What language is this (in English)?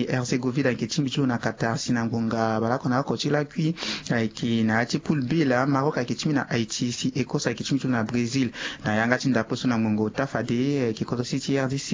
Sango